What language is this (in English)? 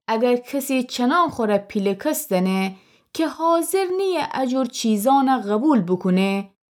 Gilaki